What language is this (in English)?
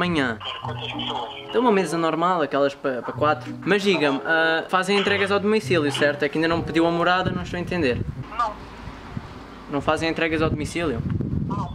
Portuguese